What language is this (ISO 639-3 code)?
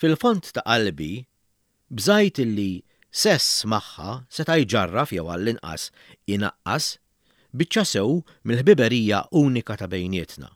mlt